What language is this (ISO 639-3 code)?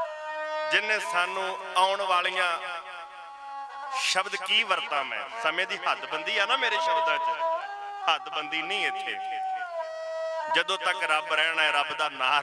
pan